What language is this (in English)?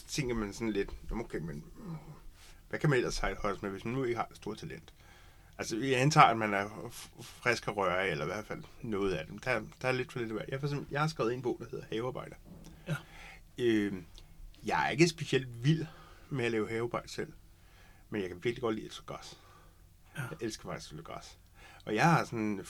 Danish